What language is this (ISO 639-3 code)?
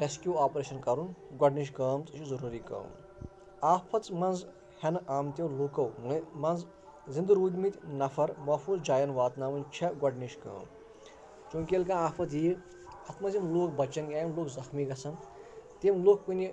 kas